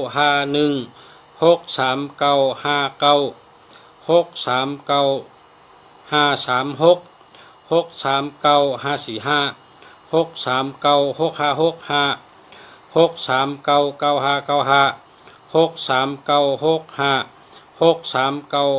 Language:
Shan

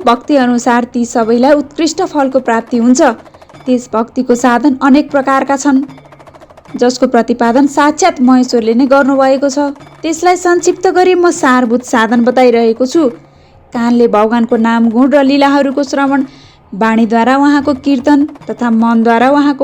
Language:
Nepali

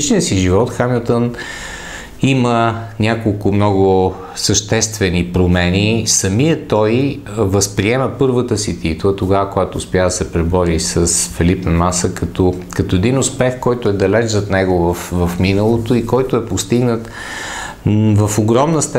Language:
Bulgarian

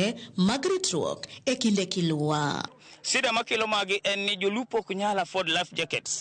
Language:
Luo (Kenya and Tanzania)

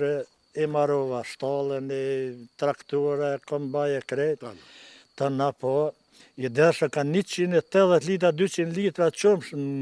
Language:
Albanian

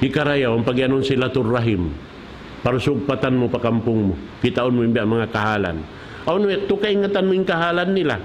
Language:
Tausug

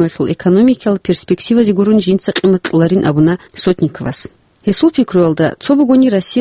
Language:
Avaric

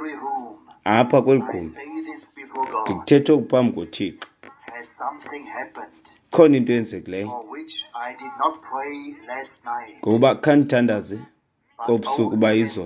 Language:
Xhosa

